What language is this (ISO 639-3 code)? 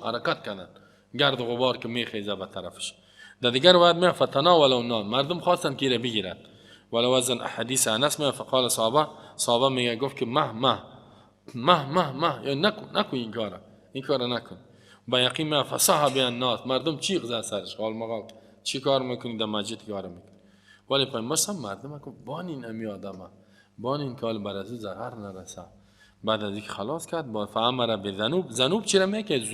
fas